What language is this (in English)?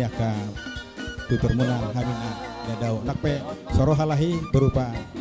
Batak Toba